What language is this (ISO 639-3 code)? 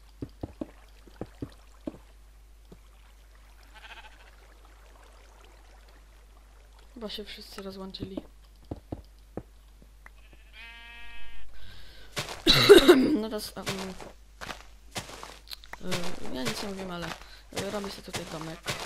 pol